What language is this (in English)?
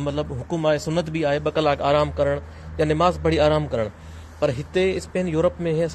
Sindhi